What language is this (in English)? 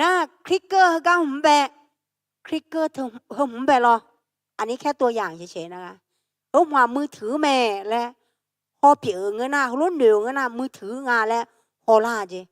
Akha